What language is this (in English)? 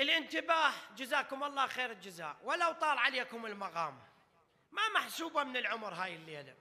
Mesopotamian Arabic